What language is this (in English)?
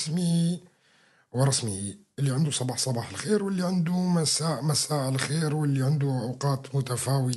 North Levantine Arabic